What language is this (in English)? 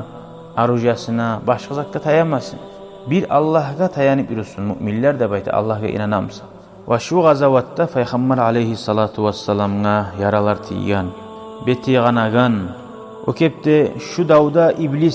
Kumyk